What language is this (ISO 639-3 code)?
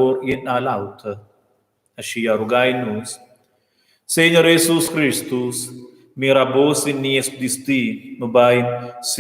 roh